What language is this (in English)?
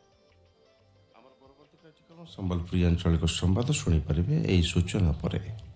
Odia